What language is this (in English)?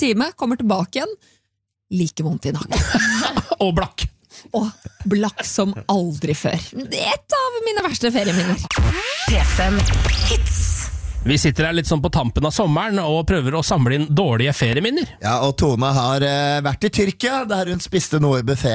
Norwegian